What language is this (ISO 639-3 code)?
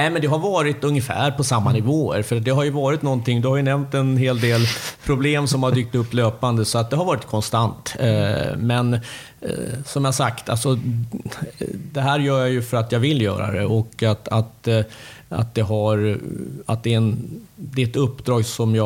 swe